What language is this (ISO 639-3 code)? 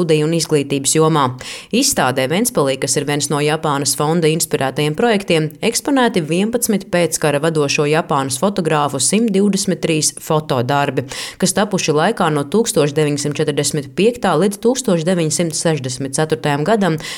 lav